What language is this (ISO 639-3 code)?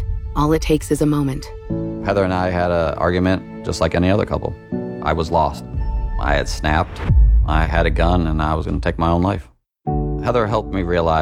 eng